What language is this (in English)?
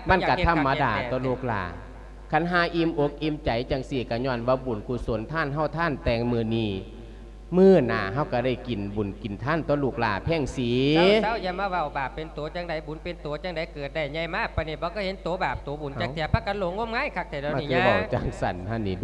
Lao